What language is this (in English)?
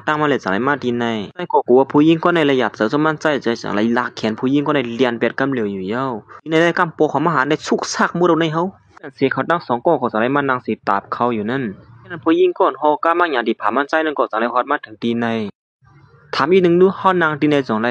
Shan